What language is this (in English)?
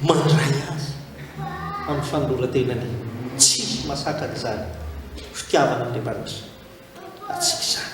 Malagasy